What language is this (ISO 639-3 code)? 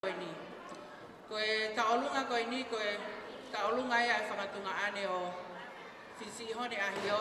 ton